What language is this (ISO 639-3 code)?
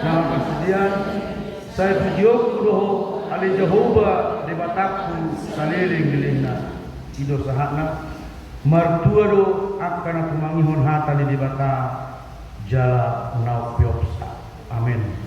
bbc